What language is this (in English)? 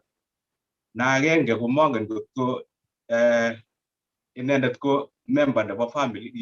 Kalenjin